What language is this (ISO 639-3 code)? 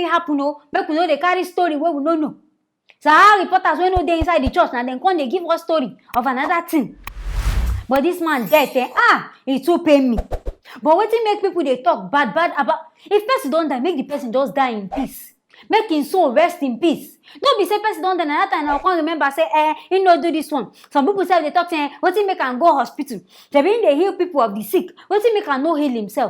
pcm